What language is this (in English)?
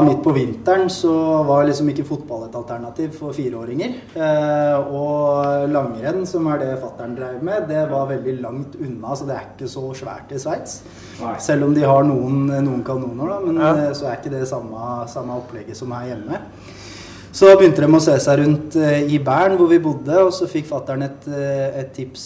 Norwegian